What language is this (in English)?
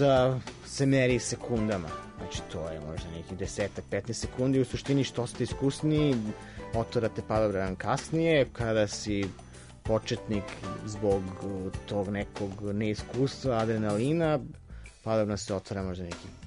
Serbian